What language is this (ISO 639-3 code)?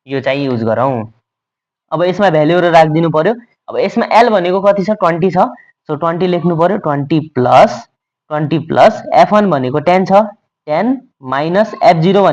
nep